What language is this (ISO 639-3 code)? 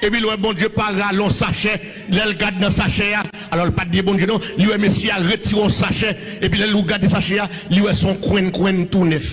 hat